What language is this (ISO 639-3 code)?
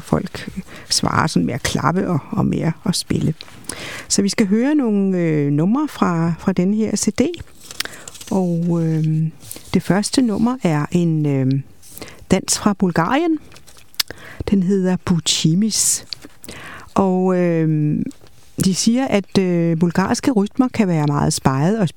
dan